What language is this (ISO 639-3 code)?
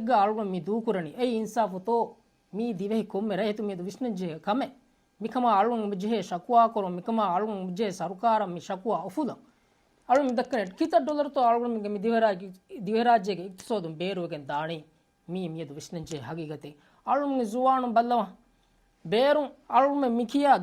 div